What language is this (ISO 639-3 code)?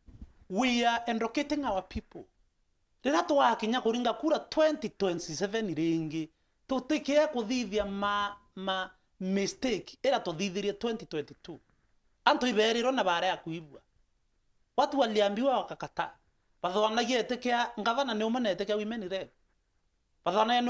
mer